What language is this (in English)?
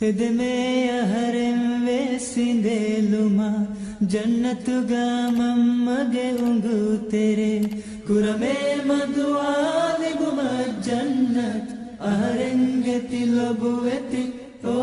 Divehi